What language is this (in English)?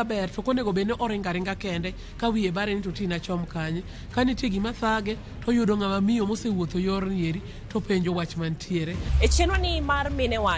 Luo (Kenya and Tanzania)